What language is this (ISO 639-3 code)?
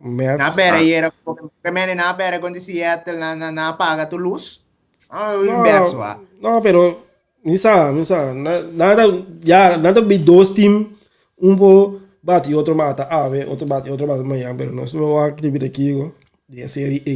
pap